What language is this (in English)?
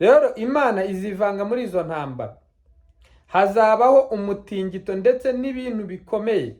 Kinyarwanda